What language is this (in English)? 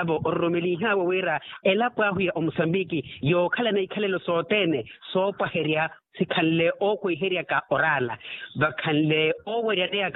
Makhuwa